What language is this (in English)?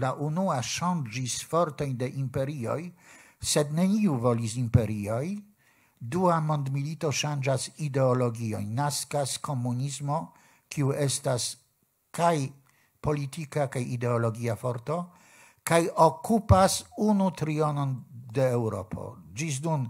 Esperanto